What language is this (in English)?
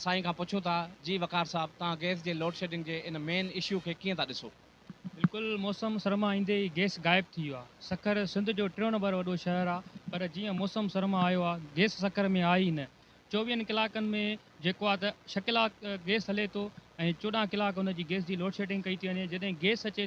Sindhi